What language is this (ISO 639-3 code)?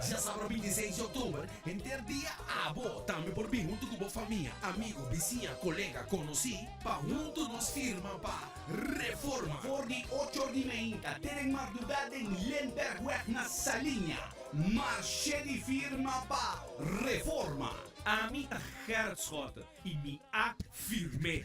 pap